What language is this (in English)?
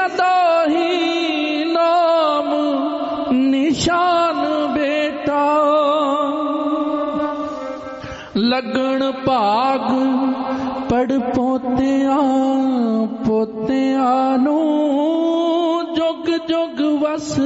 Punjabi